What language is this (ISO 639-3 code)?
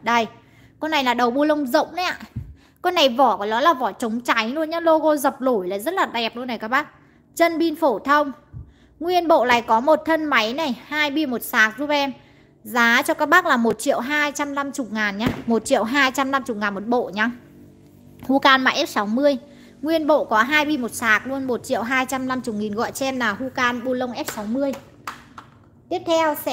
vie